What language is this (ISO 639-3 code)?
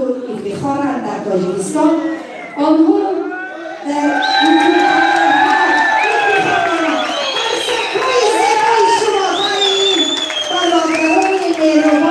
tgk